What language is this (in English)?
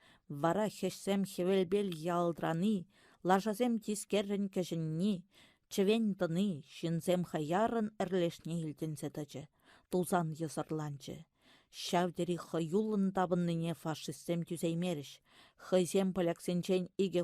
Chuvash